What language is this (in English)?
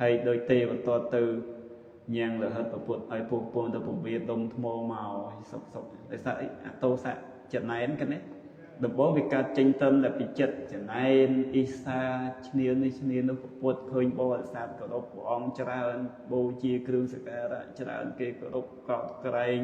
Khmer